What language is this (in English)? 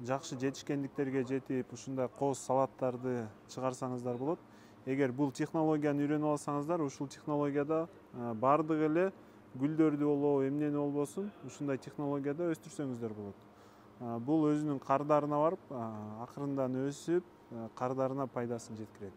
Kyrgyz